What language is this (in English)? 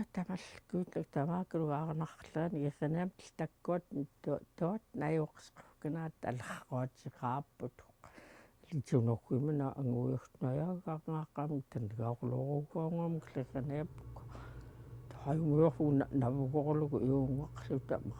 Central Yupik